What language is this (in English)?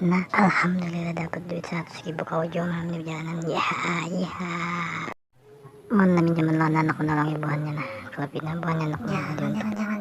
Banjar